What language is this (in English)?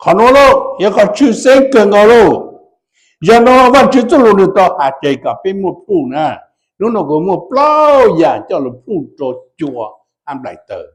Hmong